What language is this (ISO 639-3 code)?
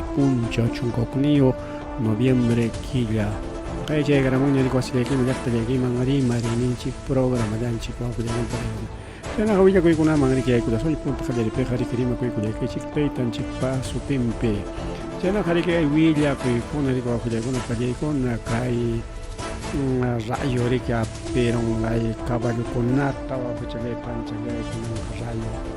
quy